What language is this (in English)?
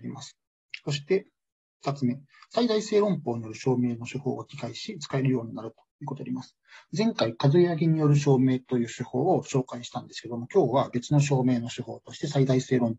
Japanese